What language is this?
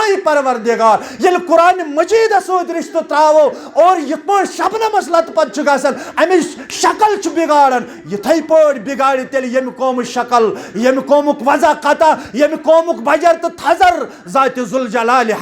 Kashmiri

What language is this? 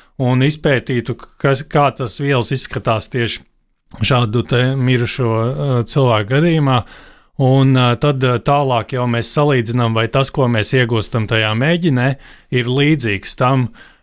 Latvian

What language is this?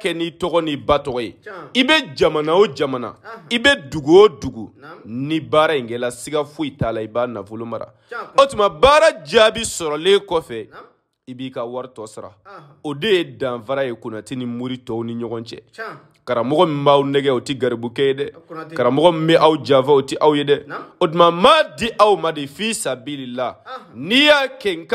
Bambara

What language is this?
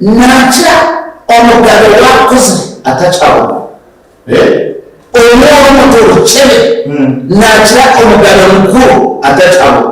Nyankole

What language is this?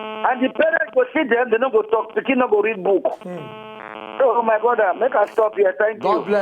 Nigerian Pidgin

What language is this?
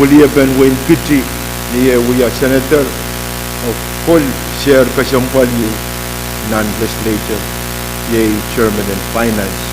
Pohnpeian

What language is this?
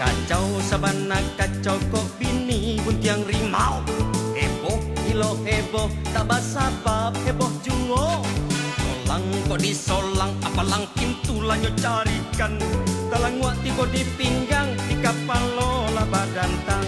Minangkabau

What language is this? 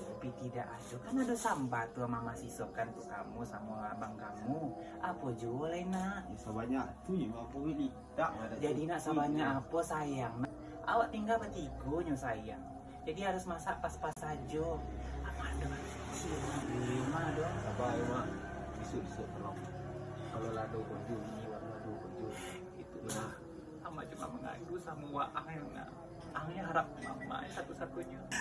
Minangkabau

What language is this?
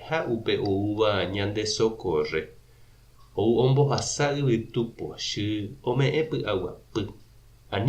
Guarani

